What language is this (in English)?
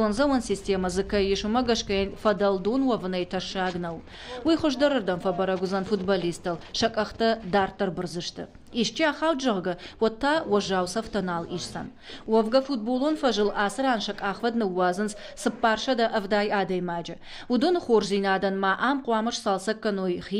Ossetic